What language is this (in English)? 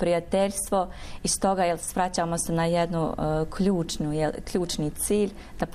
Bosnian